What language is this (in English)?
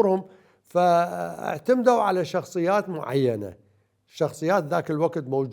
Mesopotamian Arabic